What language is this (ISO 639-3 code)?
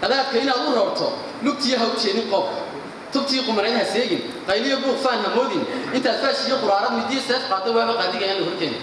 som